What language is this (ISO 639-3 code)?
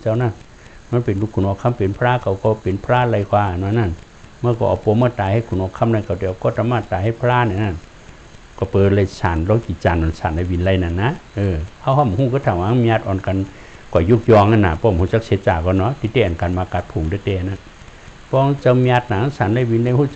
shn